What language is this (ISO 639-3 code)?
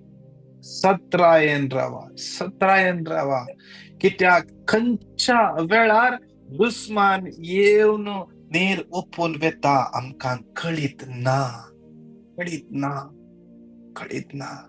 kok